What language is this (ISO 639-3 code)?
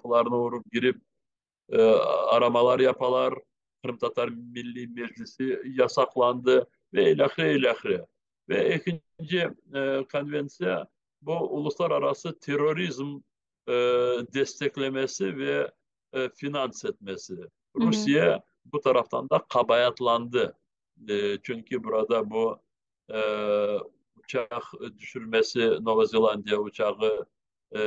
crh